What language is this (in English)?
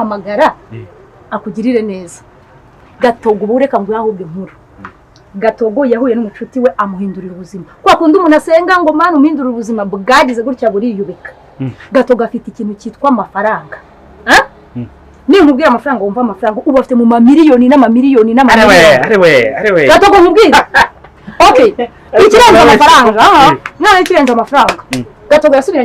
Kinyarwanda